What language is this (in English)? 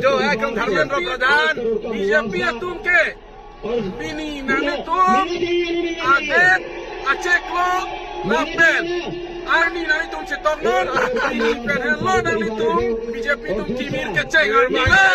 Karbi